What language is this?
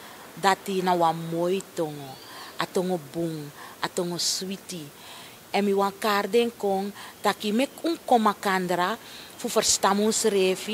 Sranan Tongo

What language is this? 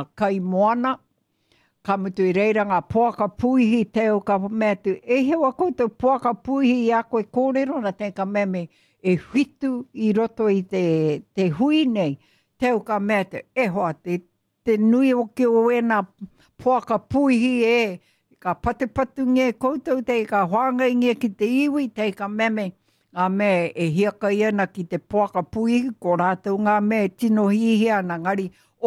Māori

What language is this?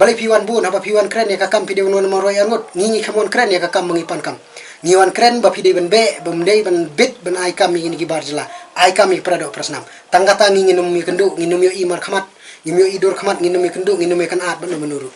Khasi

